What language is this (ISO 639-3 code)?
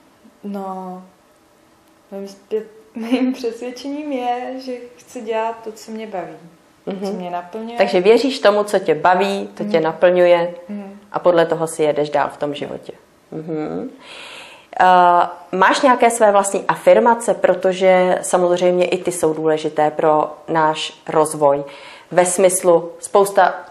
ces